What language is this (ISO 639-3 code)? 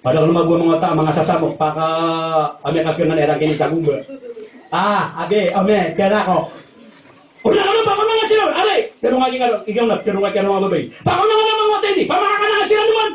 mrw